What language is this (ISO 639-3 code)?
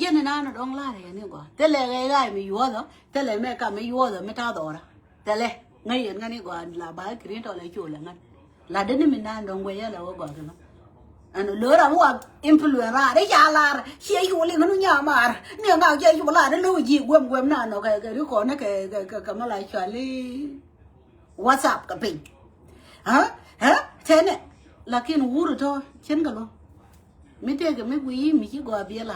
nus